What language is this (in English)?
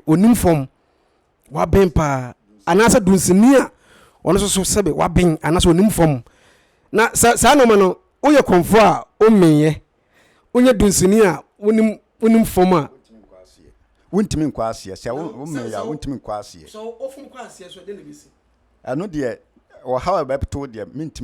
Akan